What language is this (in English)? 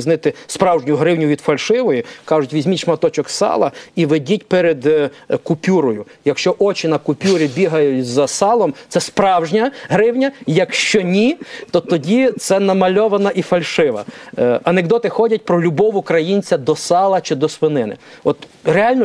Ukrainian